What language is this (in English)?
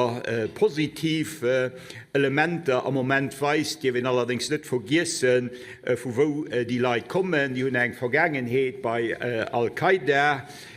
Luxembourgish